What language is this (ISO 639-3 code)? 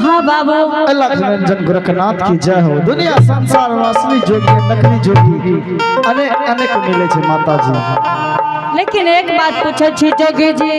anp